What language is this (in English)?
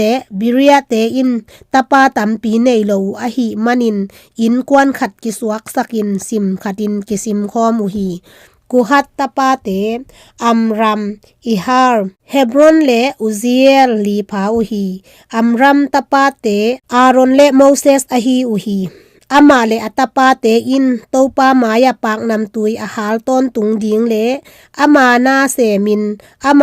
Tedim Chin